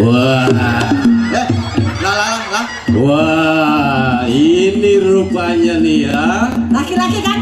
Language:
Betawi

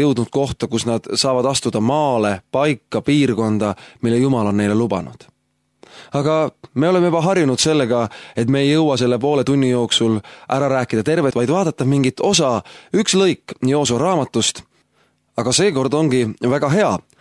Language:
Estonian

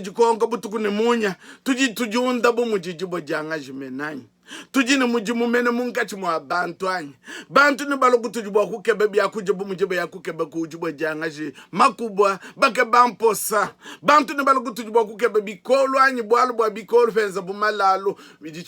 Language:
Luba-Lulua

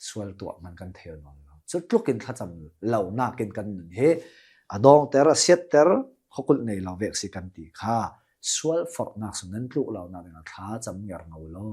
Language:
Hakha Chin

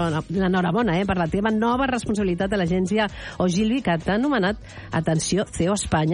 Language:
Catalan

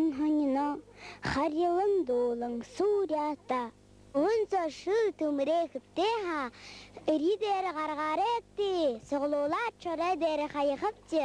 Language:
Buriat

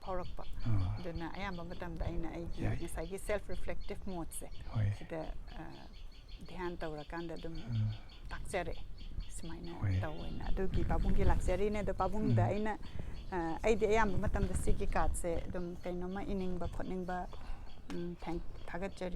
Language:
Manipuri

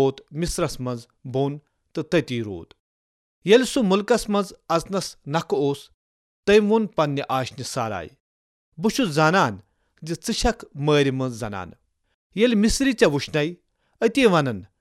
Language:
Kashmiri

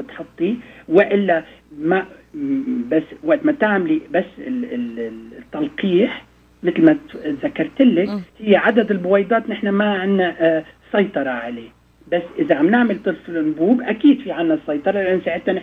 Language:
North Levantine Arabic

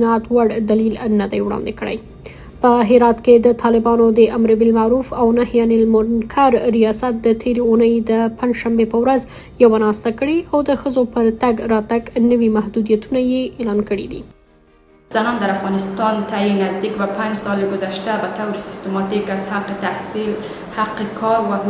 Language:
Pashto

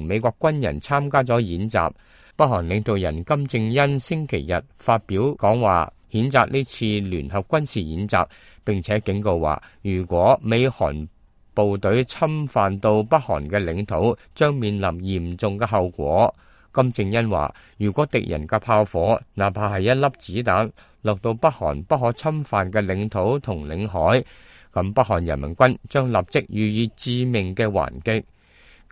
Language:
Cantonese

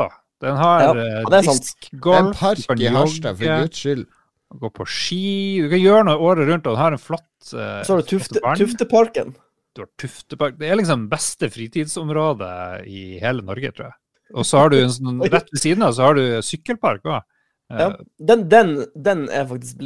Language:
Norwegian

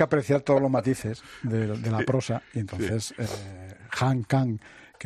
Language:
Spanish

